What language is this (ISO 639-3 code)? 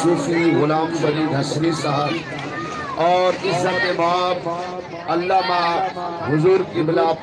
skr